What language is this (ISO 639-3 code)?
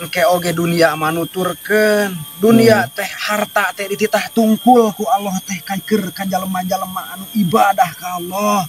sun